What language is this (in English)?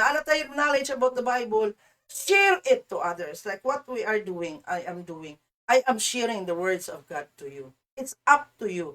Cebuano